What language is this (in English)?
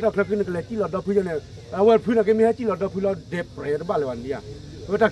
S'gaw Karen